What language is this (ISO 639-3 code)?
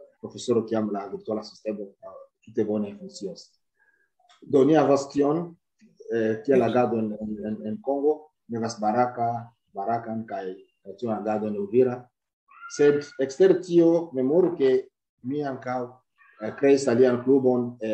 epo